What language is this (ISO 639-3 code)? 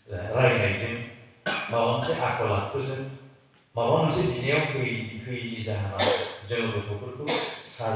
brx